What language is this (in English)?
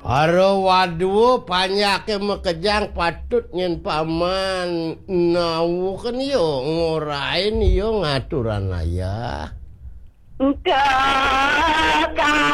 Balinese